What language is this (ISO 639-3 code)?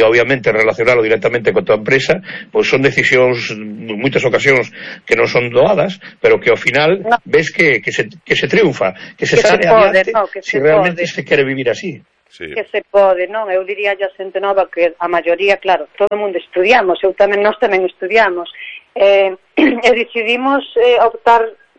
glg